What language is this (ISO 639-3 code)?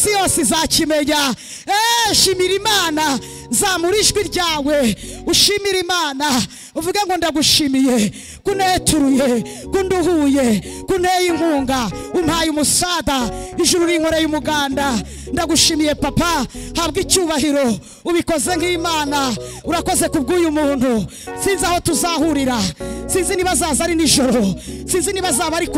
kin